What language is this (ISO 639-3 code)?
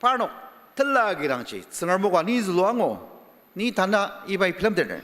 njo